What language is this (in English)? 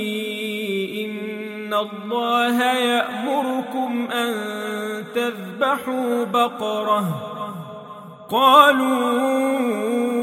Arabic